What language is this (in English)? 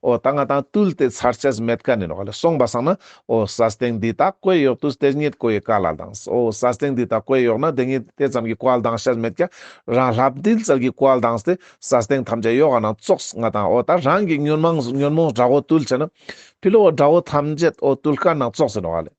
Ladakhi